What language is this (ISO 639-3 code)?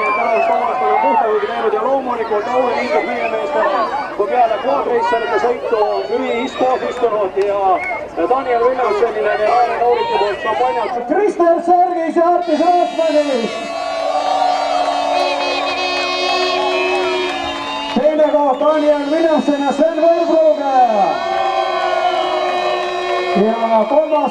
est